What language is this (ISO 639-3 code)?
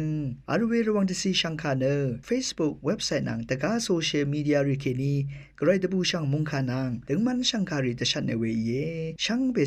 raw